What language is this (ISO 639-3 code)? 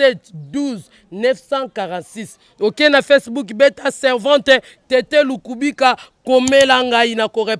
lin